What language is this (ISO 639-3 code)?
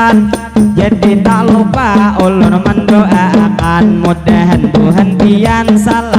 bjn